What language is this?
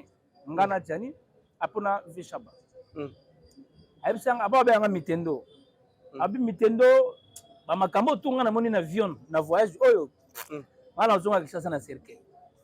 Lingala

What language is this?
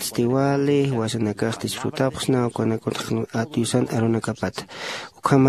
Aymara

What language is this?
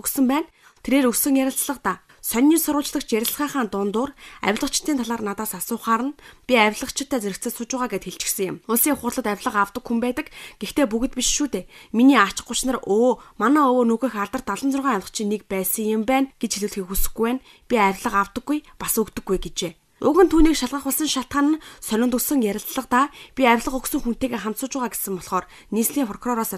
Mongolian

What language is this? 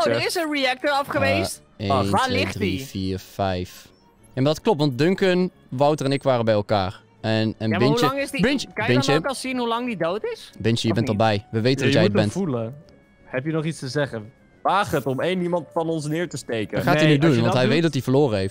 Dutch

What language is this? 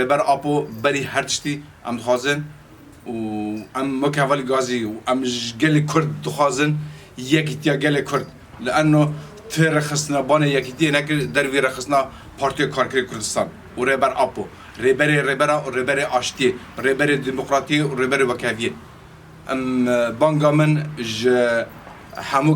Kurdish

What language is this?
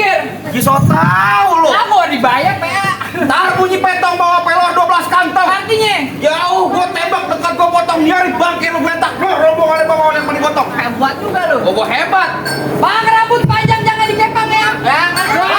Betawi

